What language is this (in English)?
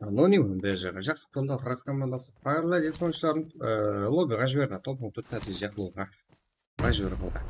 Kara-Kalpak